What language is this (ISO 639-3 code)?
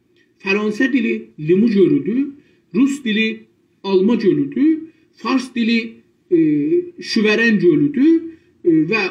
azb